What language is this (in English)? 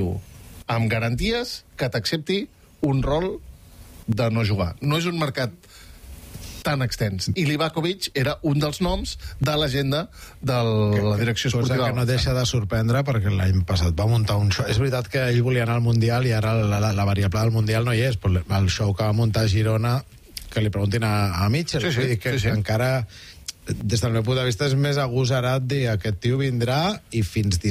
Catalan